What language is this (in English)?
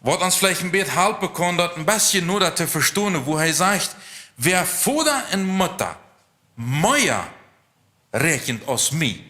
Plautdietsch